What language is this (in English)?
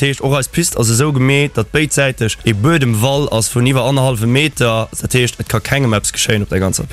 Luxembourgish